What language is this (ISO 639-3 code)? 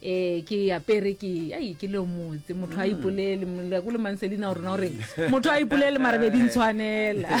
nso